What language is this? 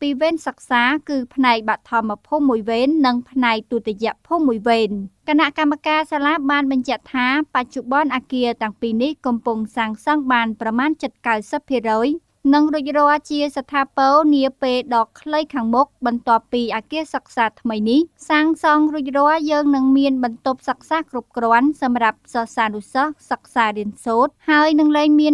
Khmer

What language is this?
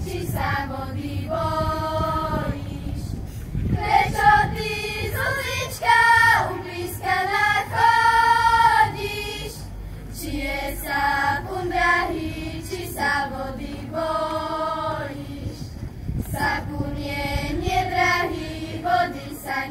Slovak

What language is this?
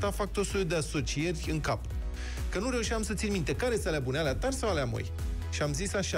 Romanian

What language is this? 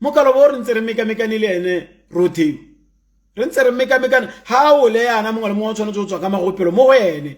Tswana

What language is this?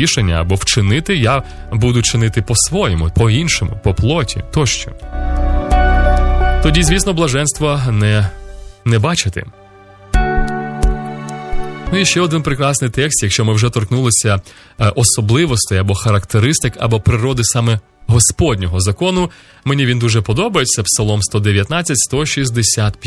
Ukrainian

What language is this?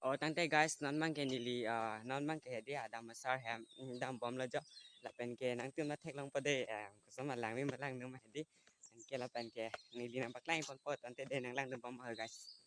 Karbi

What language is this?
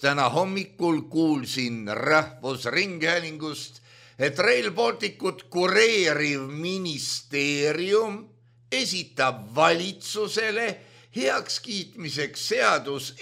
Estonian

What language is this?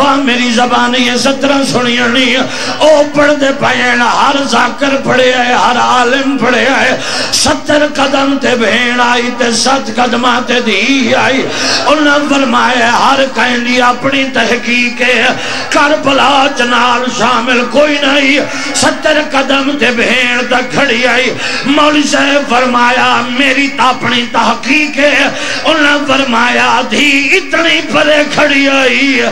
Saraiki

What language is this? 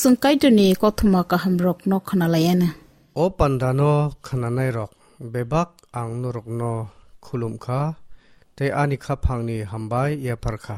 Kok Borok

